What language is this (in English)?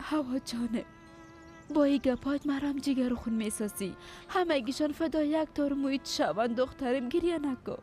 Persian